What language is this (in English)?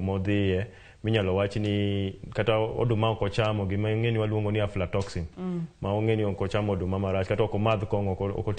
Luo (Kenya and Tanzania)